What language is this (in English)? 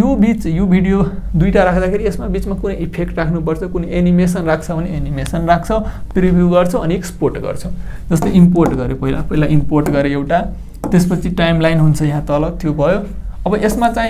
Nepali